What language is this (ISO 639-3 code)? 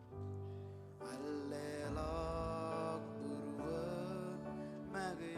mah